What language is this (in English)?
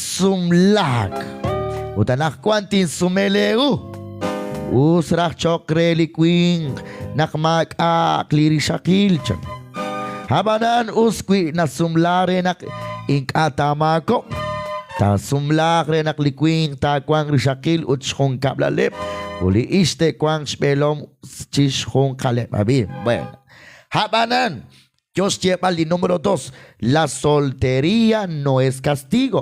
Kekchí